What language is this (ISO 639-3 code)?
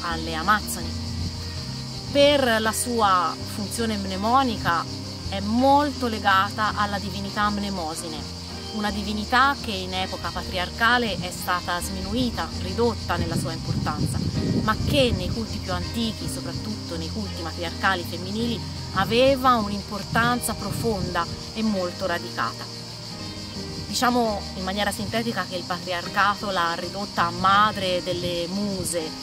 ita